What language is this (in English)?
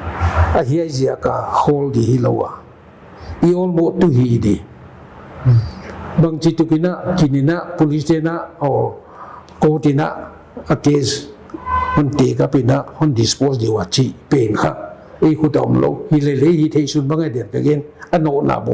Paite Chin